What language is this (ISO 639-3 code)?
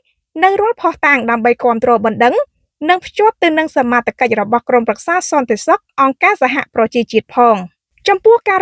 khm